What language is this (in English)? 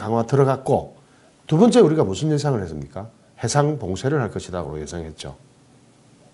Korean